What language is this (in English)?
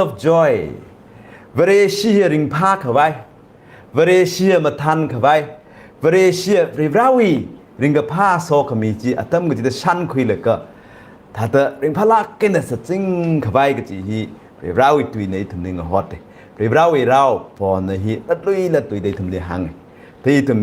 Tangkhul Naga (India)